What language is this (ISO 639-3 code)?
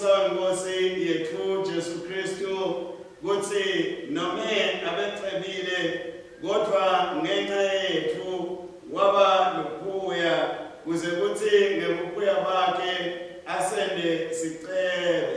ssw